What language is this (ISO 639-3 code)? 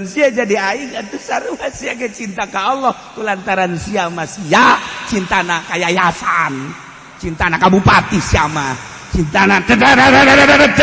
sun